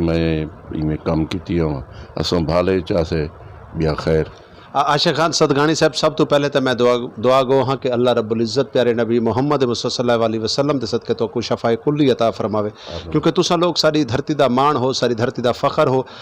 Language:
Saraiki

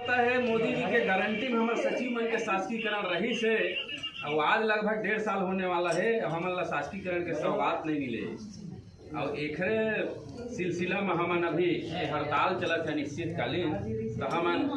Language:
Chhattisgarhi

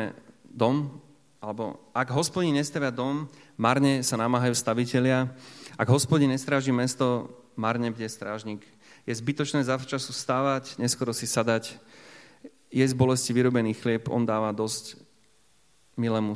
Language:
Slovak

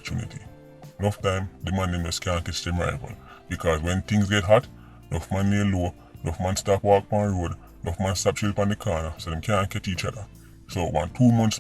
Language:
Jamaican Creole English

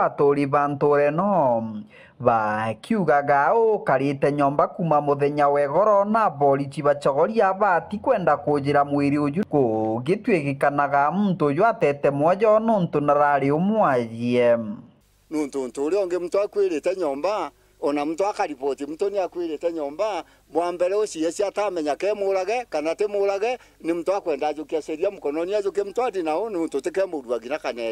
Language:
Meru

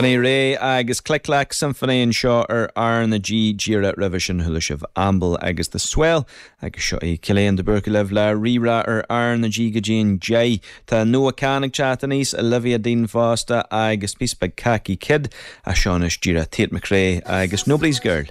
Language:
Irish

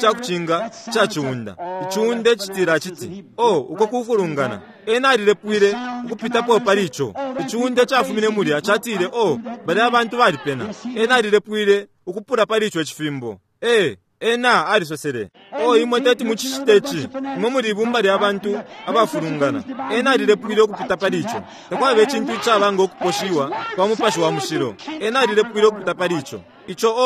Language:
Bemba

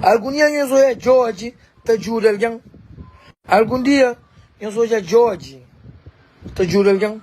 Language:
Kabuverdianu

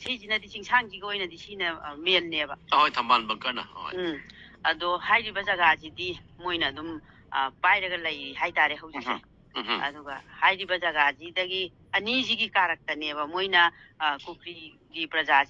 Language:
Manipuri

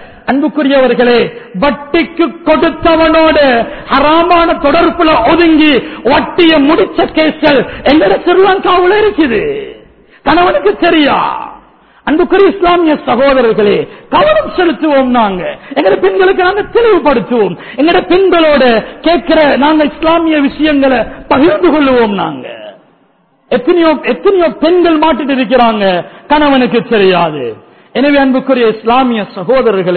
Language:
Tamil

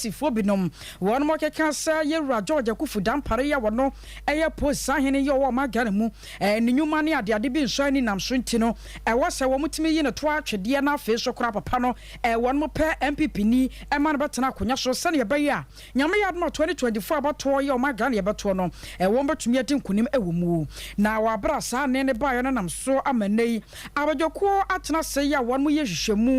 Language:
Akan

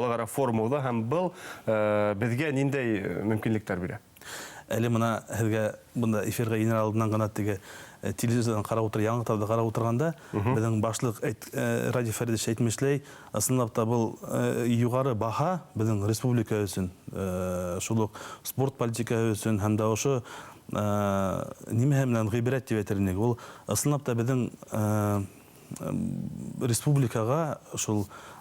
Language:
Bashkir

